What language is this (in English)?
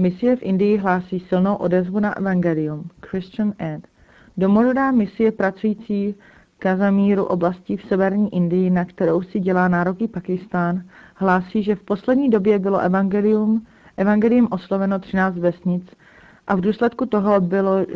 Czech